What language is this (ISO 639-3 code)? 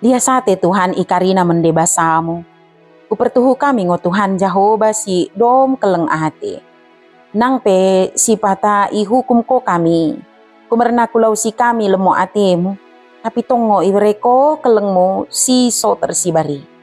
btd